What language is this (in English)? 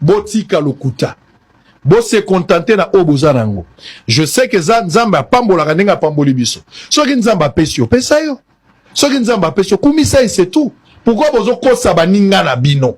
Lingala